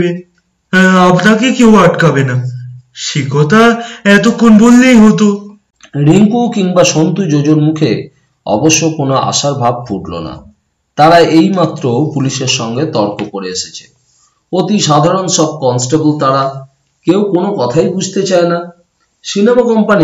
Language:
Bangla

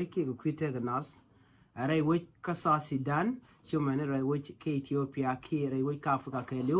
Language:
Nuer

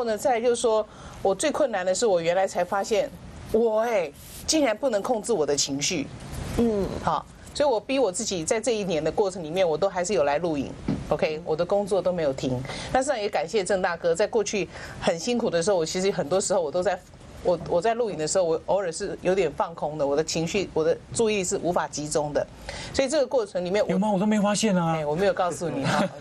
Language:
Chinese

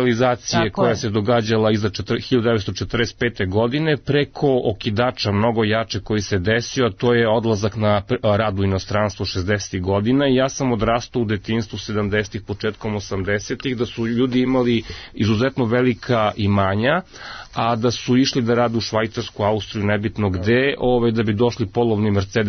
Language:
Serbian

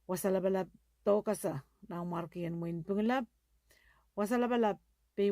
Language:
Pohnpeian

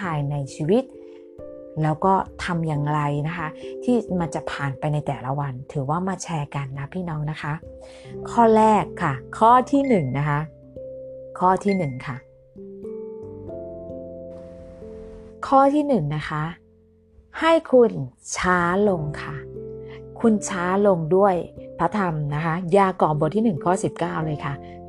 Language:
Thai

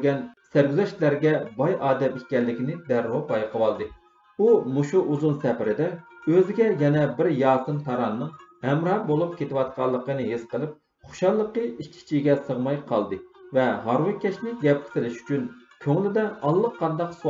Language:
Uyghur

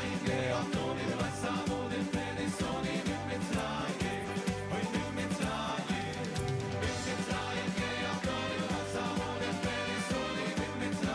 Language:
Yiddish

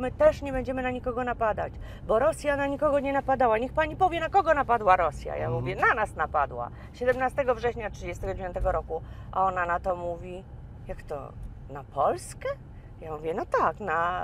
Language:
Polish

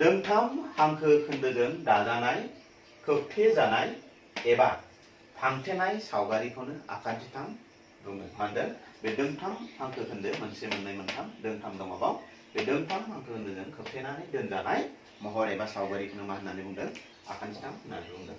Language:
Bodo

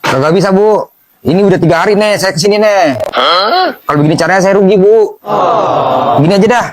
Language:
Betawi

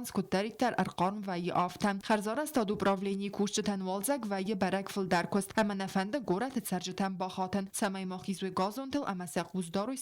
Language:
Ossetic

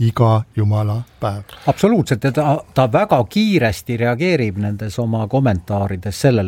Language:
Estonian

